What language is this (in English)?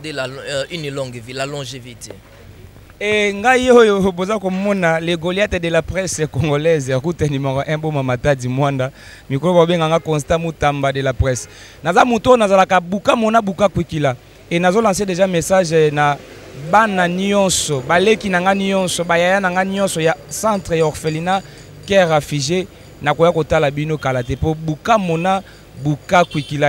Lingala